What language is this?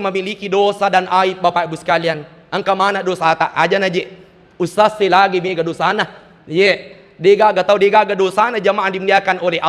Buginese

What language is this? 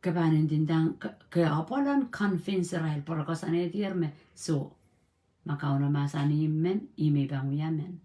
Pohnpeian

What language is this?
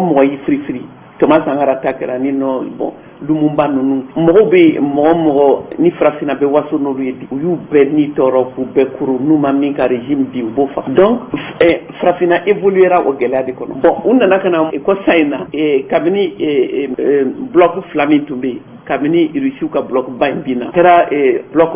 Bambara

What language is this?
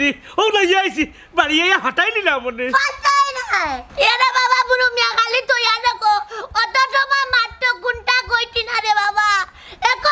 Sylheti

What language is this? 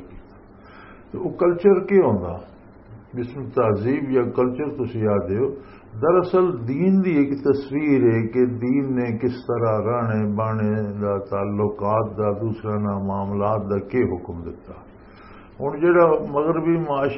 Western Panjabi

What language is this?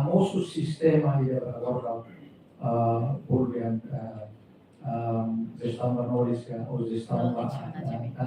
Tetum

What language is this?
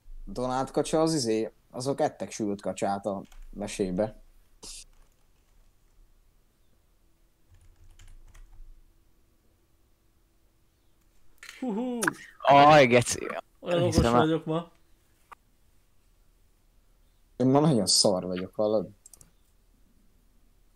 Hungarian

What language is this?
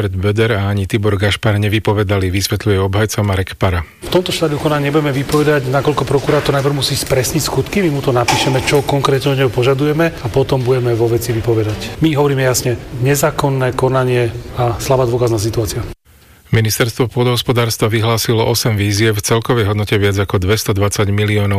Slovak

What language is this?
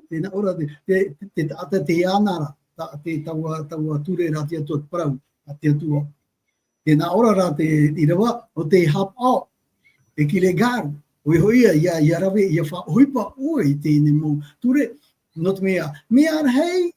Tahitian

